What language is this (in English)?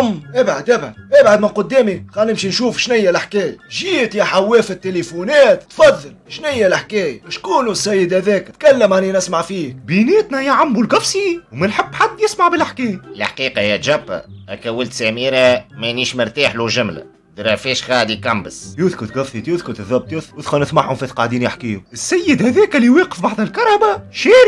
Tunisian Arabic